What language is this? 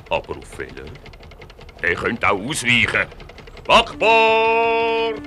Swiss German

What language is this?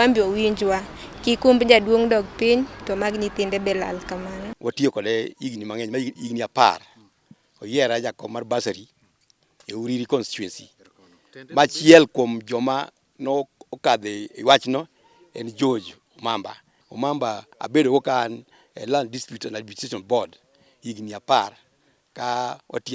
Luo (Kenya and Tanzania)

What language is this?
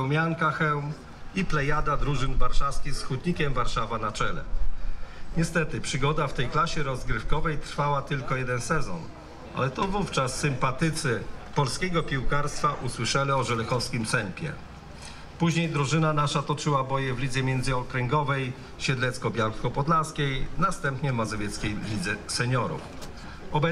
Polish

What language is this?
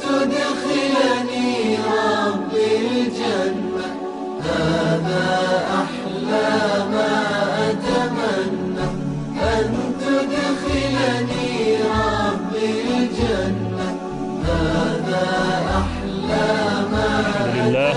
Bosnian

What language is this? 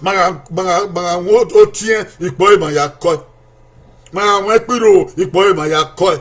Bini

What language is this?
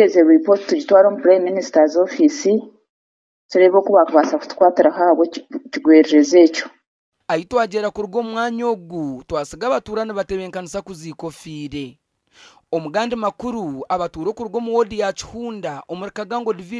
Nyankole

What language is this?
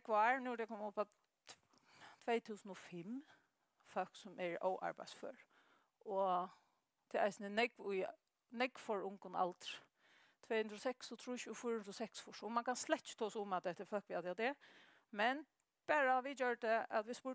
Faroese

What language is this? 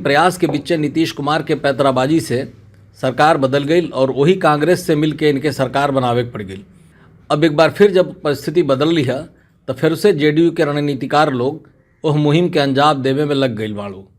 Bhojpuri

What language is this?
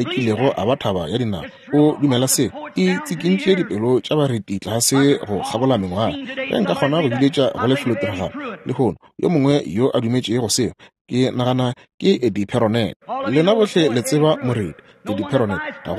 Northern Sotho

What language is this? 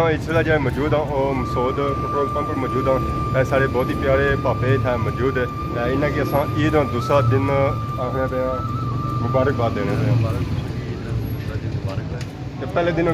Pahari-Potwari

